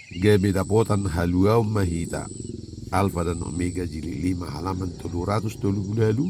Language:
Batak Toba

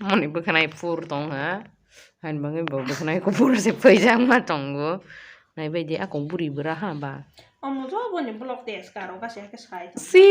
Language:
Kok Borok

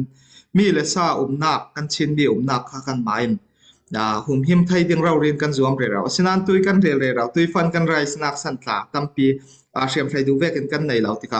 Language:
Falam Chin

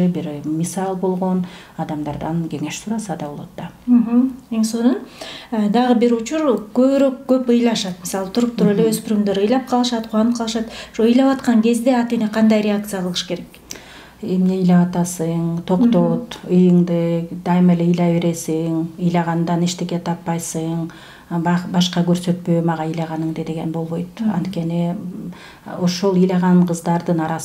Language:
Kyrgyz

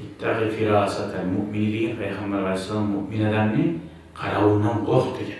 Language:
Kumyk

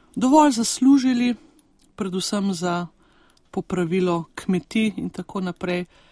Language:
Slovenian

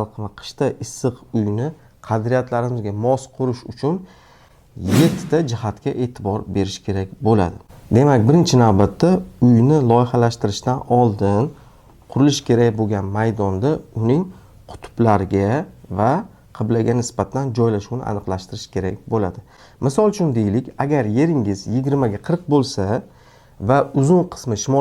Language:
Uzbek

